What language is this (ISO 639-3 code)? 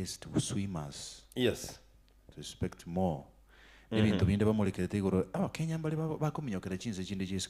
guz